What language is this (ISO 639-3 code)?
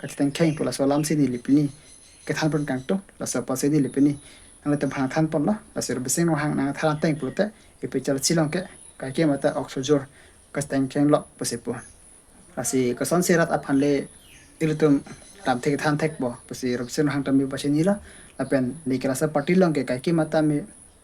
mjw